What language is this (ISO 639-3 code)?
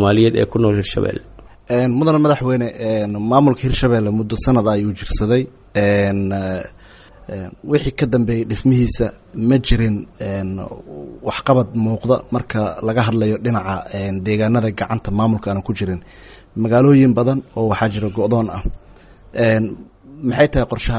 som